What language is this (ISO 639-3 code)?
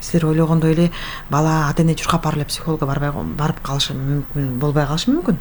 kir